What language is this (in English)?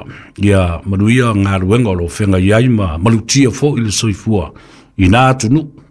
Samoan